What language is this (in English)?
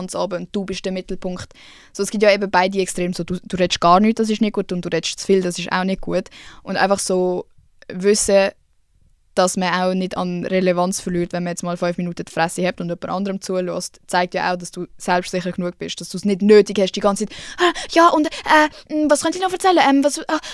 Swiss German